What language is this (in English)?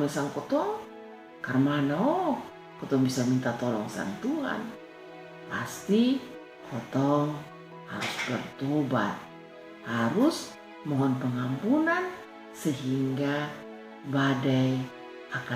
Kupang Malay